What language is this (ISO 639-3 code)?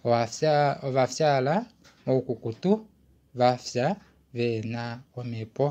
kua